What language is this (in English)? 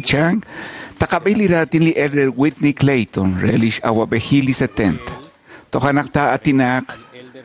Kekchí